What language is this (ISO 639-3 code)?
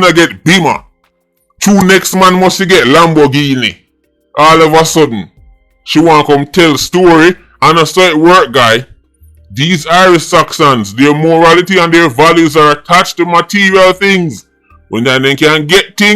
jam